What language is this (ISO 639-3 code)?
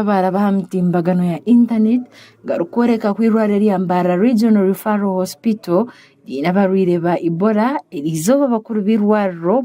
nyn